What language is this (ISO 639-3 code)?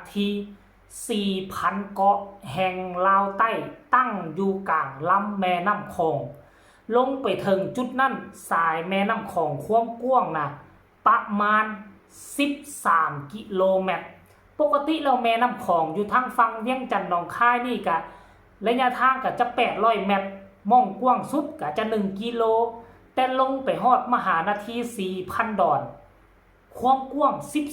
lao